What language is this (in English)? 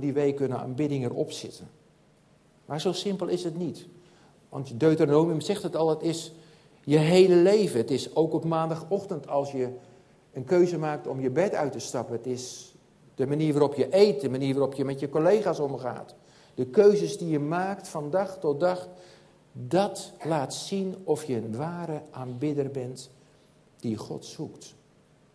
Dutch